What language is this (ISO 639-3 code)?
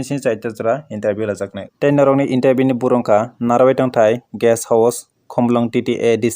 trp